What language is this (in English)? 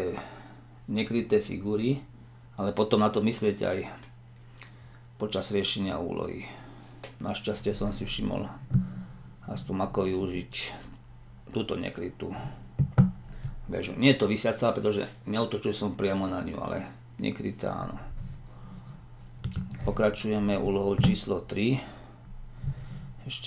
Slovak